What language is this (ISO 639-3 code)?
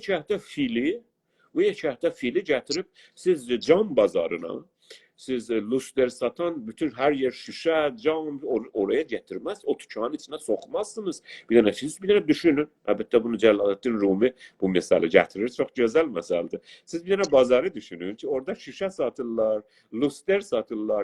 azb